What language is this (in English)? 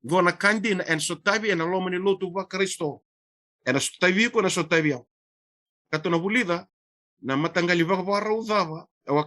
Fijian